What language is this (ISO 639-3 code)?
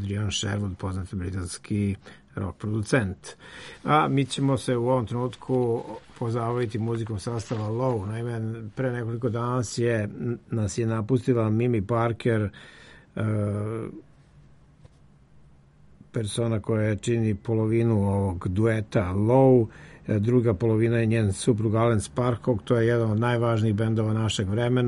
srp